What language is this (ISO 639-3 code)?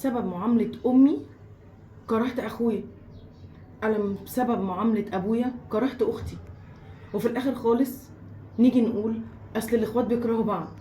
arz